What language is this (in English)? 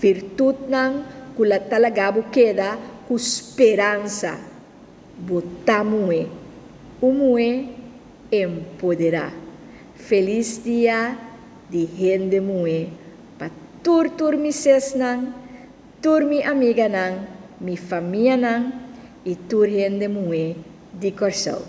Papiamento